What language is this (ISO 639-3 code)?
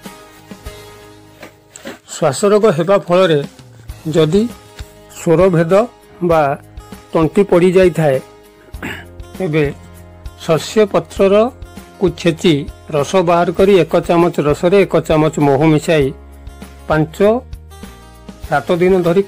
ori